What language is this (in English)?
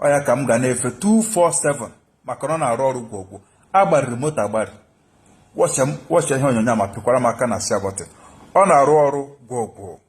Igbo